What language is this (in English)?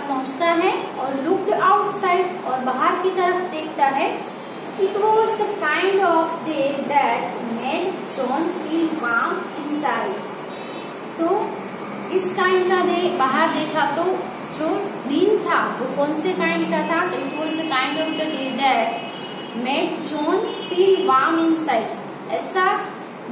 Hindi